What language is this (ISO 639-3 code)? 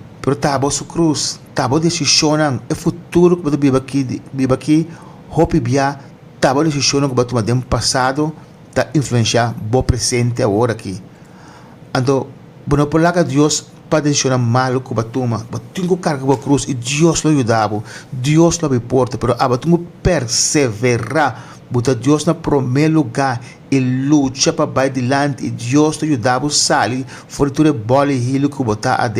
pap